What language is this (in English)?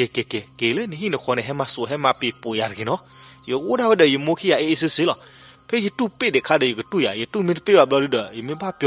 S'gaw Karen